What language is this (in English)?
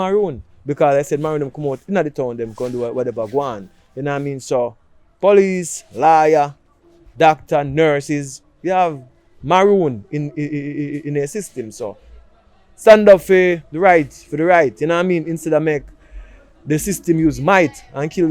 Jamaican Creole English